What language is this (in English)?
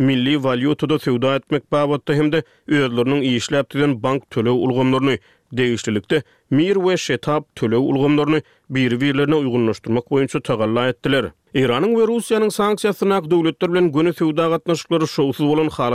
Turkmen